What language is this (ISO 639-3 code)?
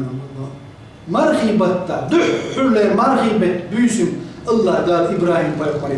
che